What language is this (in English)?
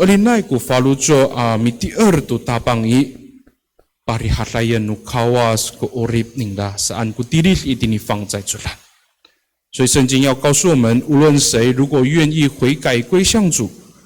Amis